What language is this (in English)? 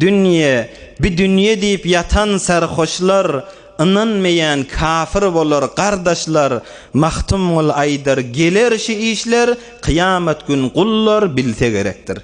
Turkmen